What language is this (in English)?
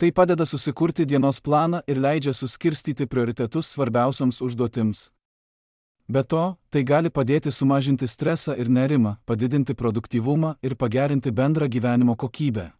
Lithuanian